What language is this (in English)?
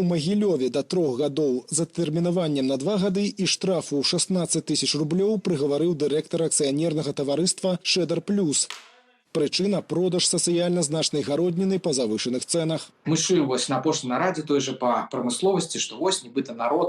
Belarusian